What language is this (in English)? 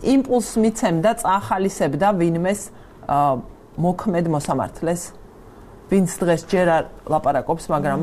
Georgian